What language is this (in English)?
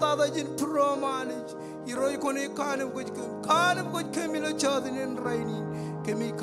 Marshallese